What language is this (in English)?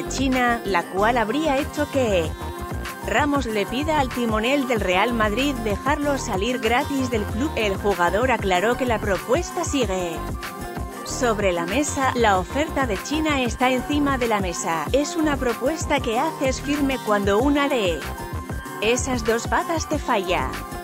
Spanish